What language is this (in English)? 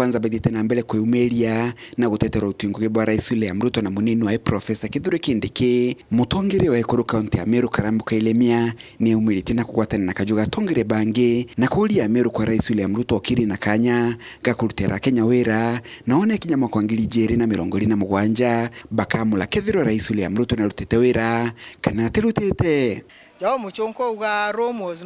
Meru